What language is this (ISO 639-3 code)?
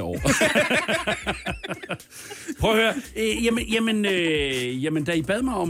dan